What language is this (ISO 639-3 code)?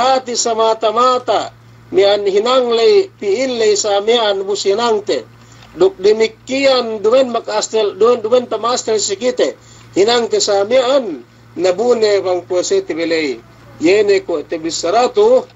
yka